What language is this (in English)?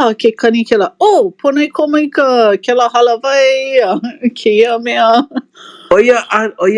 Hawaiian